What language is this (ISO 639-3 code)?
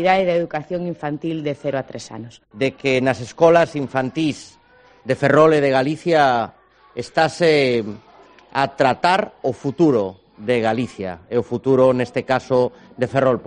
glg